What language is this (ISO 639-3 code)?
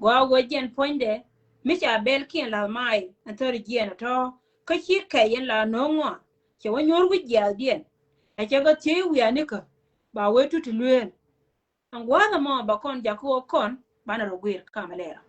nus